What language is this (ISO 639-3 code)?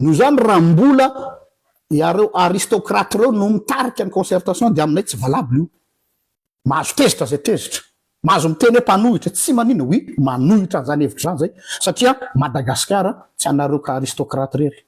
mlg